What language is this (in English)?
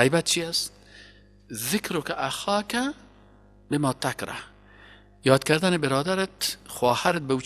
Persian